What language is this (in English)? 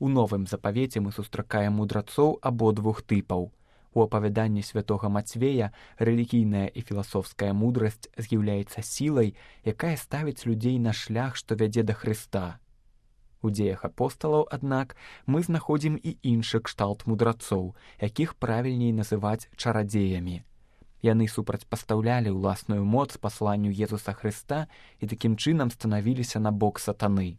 Belarusian